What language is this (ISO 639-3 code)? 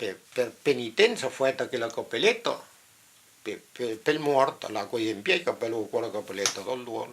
oci